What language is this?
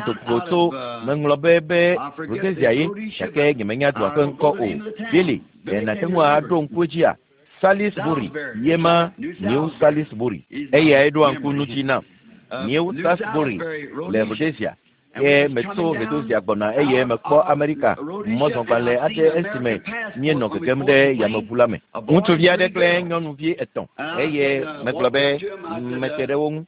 Ewe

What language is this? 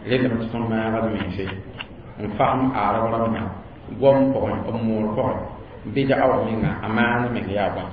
Mossi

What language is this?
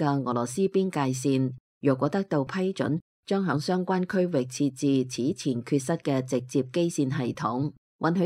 Cantonese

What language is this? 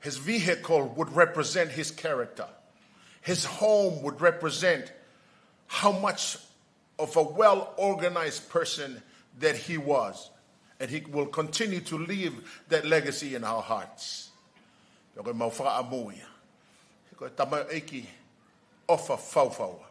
Tongan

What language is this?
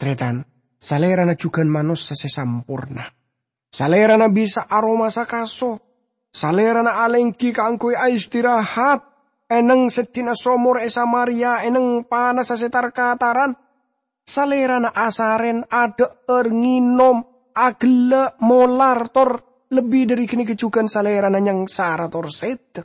Madurese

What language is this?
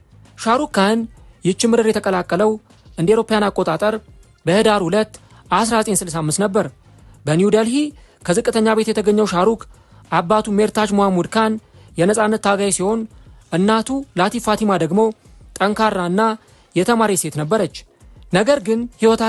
Amharic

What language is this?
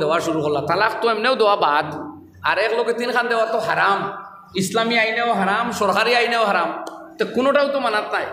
Sylheti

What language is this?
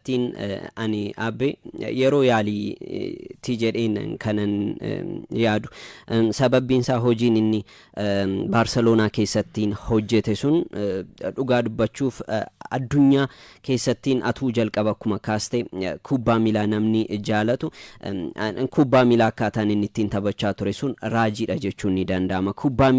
Oromo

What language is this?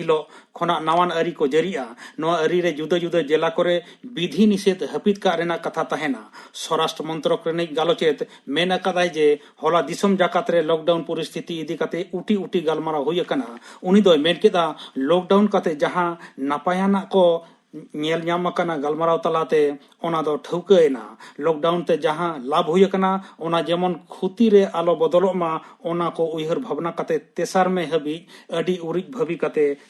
Santali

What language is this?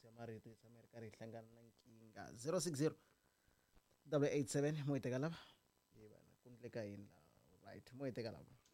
Tsonga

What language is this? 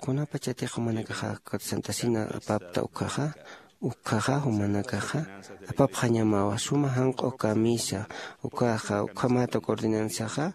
Aymara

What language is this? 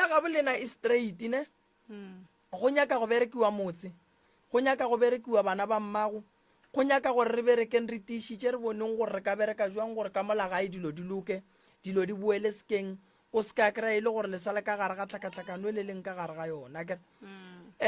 Northern Sotho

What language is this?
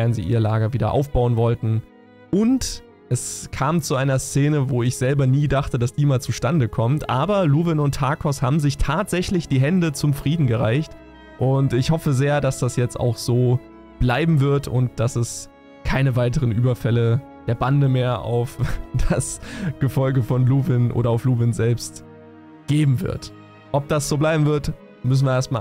German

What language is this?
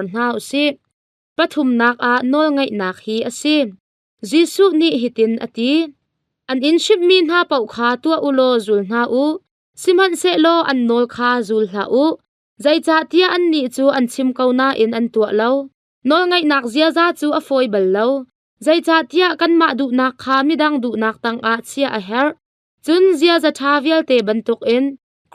Hakha Chin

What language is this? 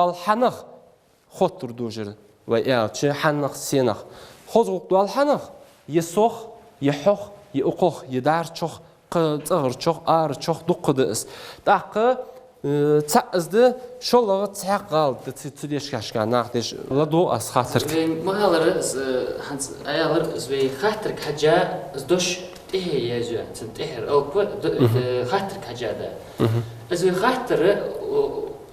Ingush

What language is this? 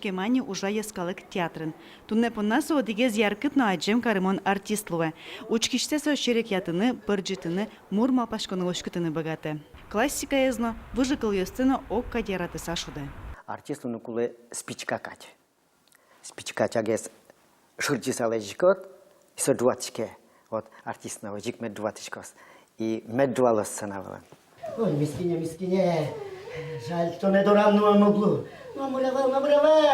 Udmurt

